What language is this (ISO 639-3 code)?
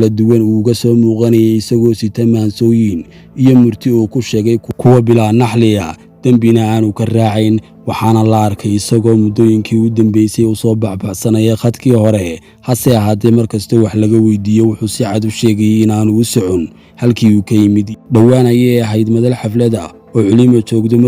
som